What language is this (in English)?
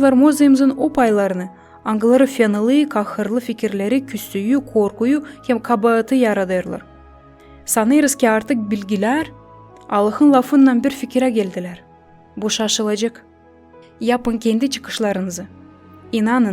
Gagauz